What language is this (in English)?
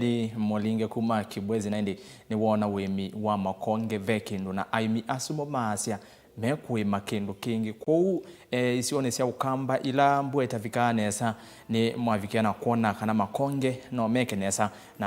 Kamba